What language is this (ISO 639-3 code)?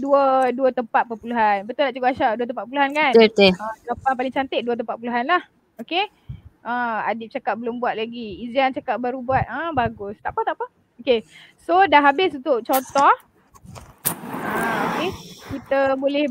msa